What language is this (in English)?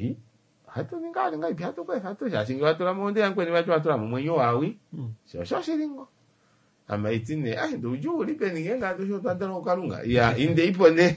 Kuanyama